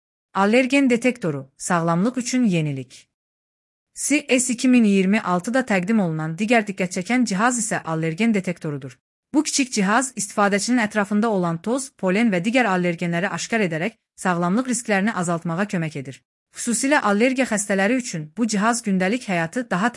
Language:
Azerbaijani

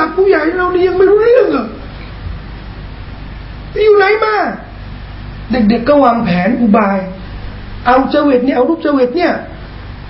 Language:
Thai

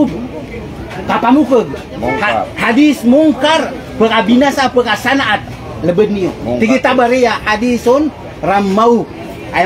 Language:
Maranao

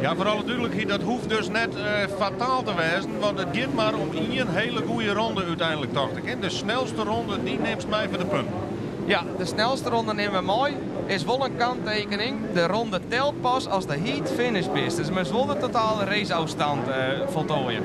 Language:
Western Frisian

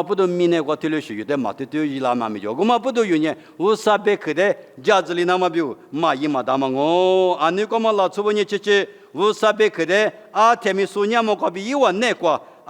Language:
Lisu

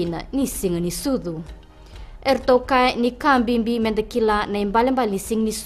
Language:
Fijian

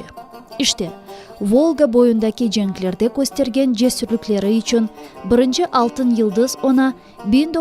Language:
Crimean Tatar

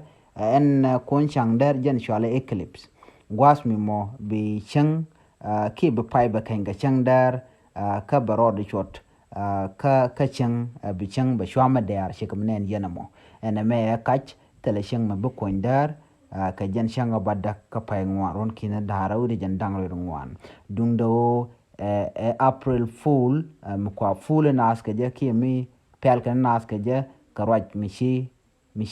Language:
Nuer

